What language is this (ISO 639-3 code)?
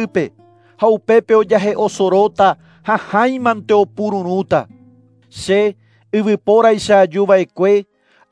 grn